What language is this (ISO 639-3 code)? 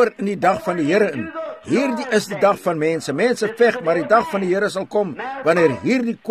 afr